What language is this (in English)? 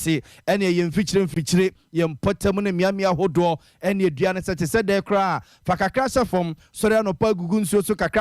Akan